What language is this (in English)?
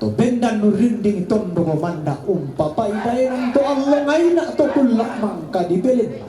Toraja-Sa'dan